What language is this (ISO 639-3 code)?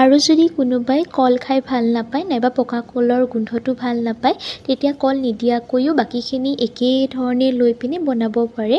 asm